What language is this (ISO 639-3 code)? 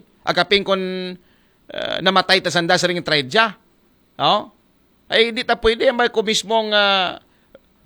akl